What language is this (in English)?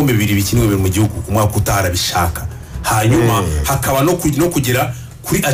Kinyarwanda